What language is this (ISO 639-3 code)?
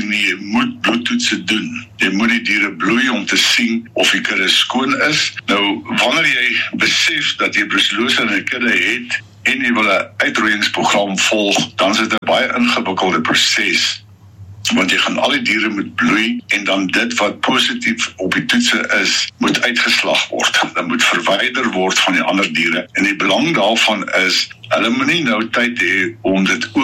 afr